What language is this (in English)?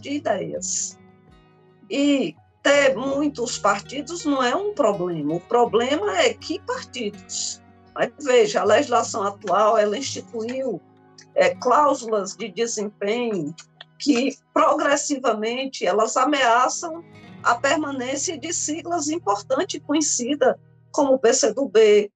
Portuguese